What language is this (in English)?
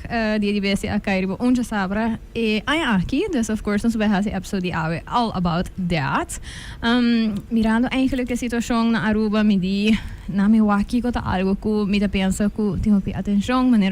Papiamento